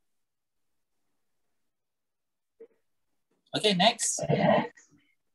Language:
Malay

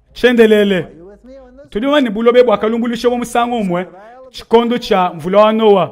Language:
Luba-Lulua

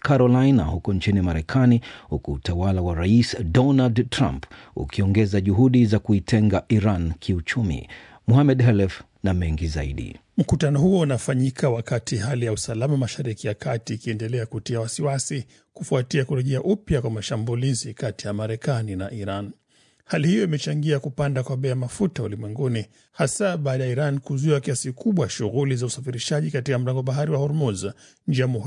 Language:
Swahili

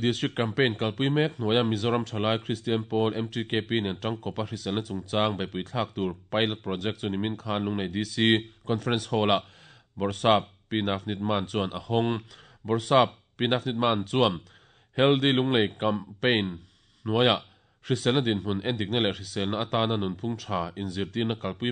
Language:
Mizo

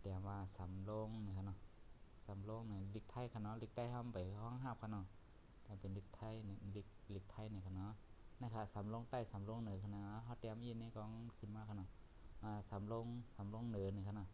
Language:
Shan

